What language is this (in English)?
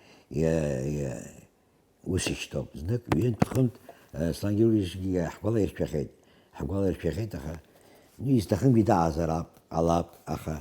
Abkhazian